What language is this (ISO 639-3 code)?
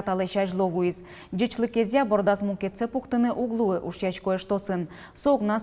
udm